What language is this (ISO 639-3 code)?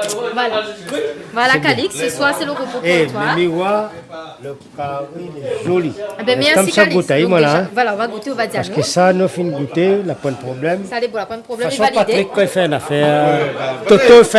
rcf